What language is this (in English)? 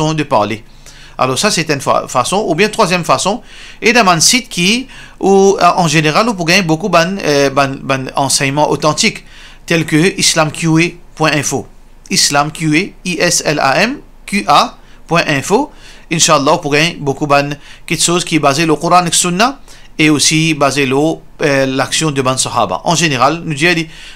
Morisyen